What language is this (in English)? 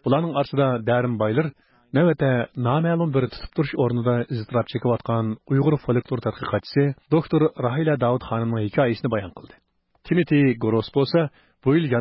Uyghur